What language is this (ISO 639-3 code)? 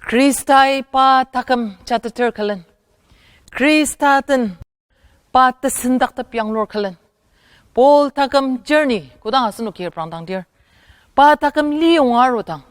njo